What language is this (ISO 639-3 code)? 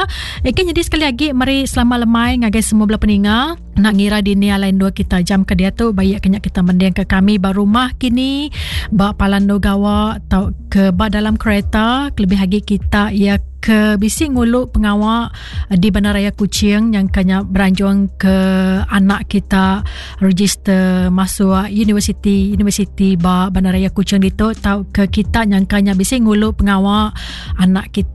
iba